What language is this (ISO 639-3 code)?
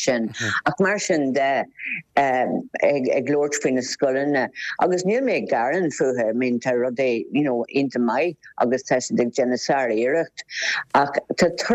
gle